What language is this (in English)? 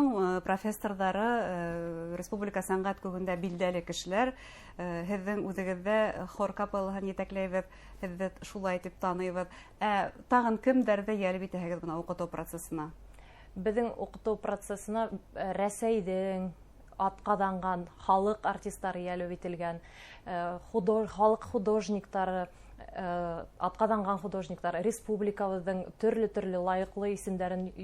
Bashkir